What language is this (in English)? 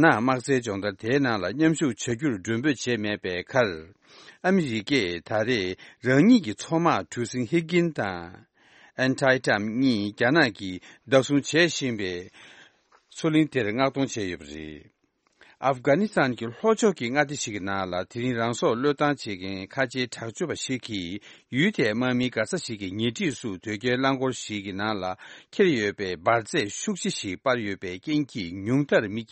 Tibetan